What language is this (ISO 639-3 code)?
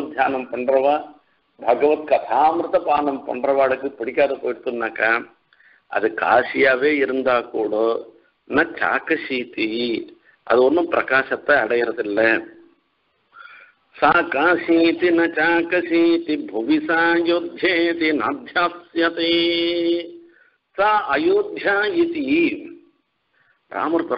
tam